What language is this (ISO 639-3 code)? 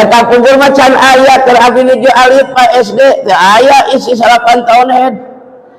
sun